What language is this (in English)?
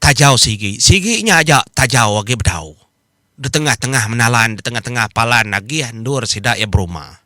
Iban